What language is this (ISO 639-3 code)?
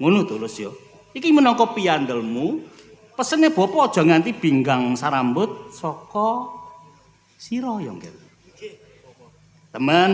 jav